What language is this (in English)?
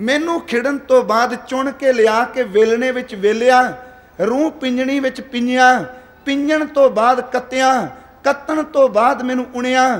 Punjabi